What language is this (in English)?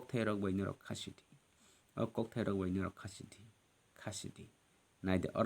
Kok Borok